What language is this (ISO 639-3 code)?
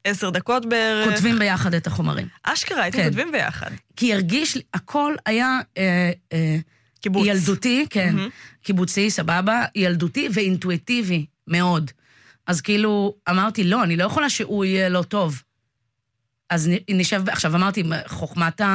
heb